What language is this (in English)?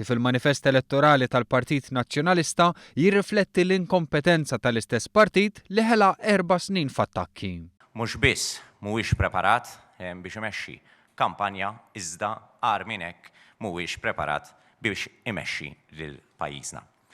Maltese